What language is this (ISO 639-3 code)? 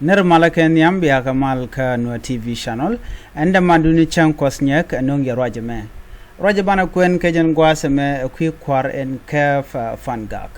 nus